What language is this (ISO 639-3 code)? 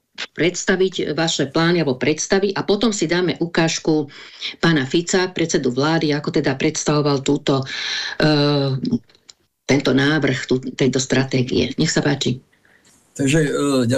slk